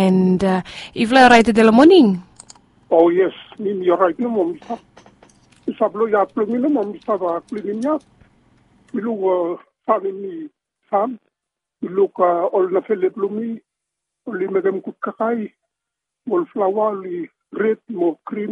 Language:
Bislama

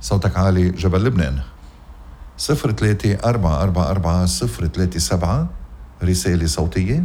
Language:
North Levantine Arabic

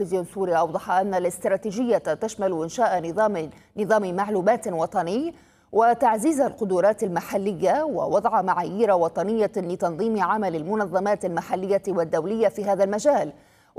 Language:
Arabic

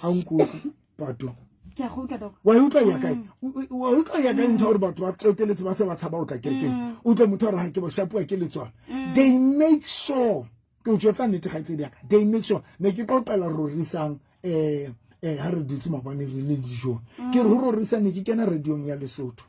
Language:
Southern Sotho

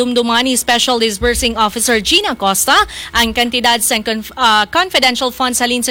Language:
Hiligaynon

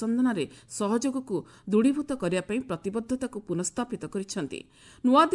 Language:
Odia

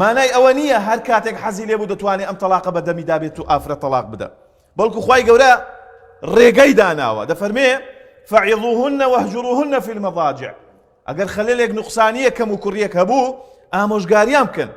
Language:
Central Kurdish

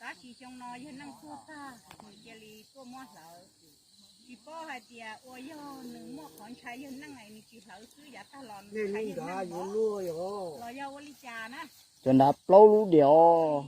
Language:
Hmong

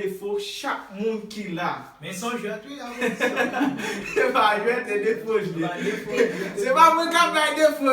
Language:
Haitian Creole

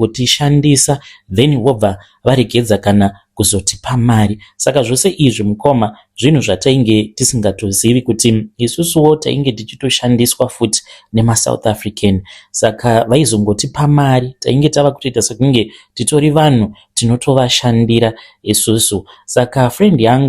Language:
Shona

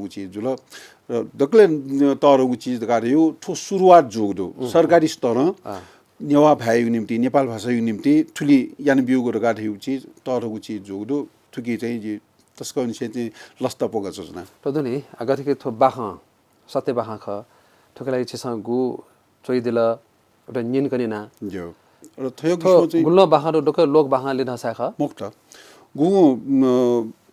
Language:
Newari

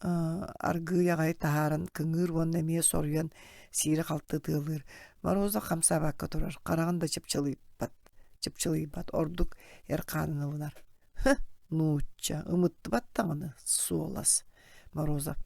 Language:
Yakut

